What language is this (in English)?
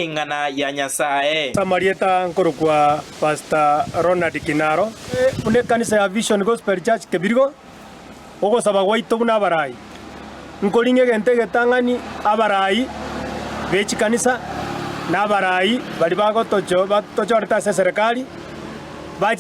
Gusii